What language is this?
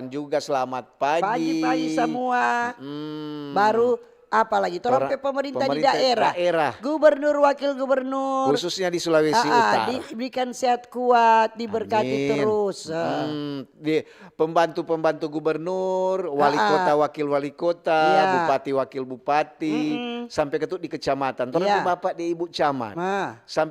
Manado Malay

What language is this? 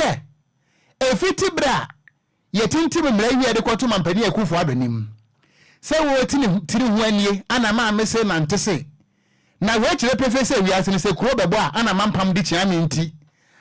Akan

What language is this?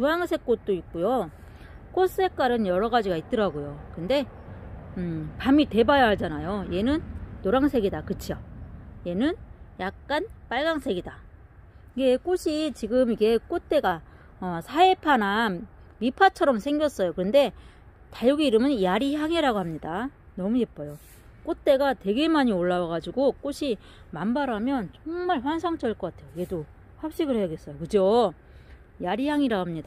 Korean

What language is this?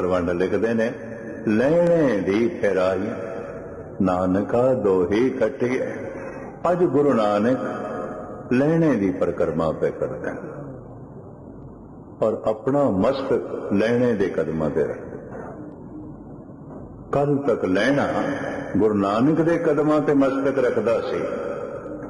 Punjabi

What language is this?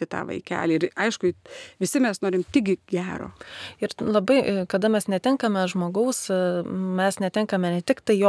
Lithuanian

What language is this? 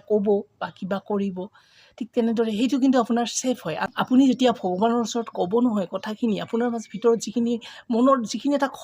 Assamese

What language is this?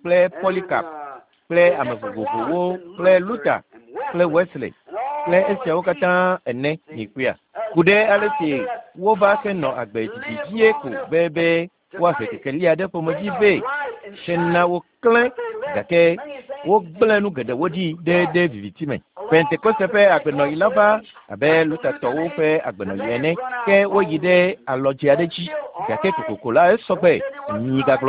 Ewe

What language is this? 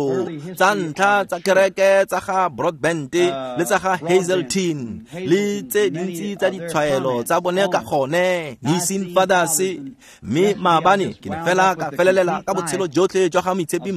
Tswana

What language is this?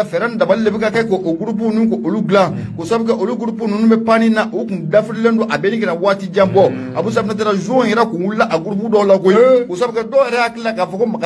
Bambara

